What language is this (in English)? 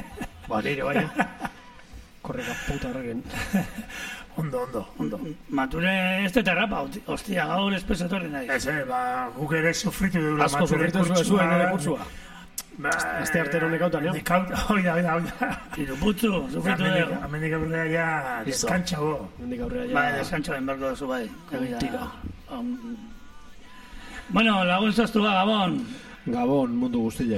Basque